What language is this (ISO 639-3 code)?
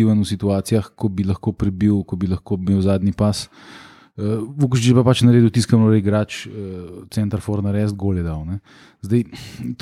slv